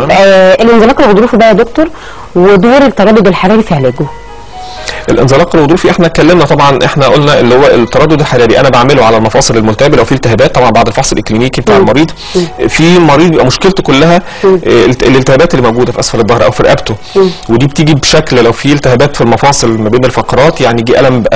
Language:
Egyptian Arabic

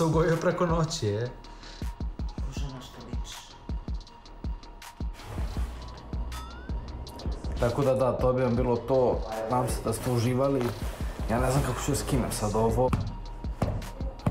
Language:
Serbian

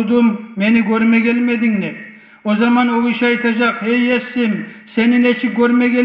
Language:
Kumyk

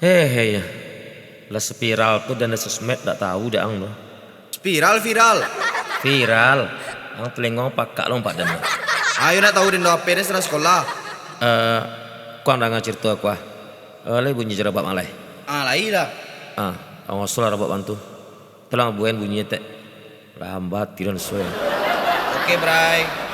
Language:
Minangkabau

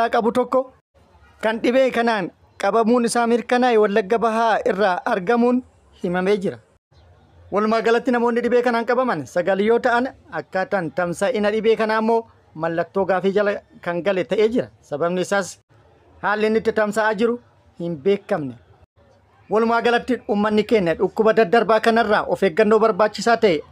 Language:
Oromo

